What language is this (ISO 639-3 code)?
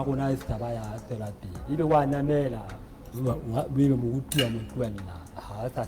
sot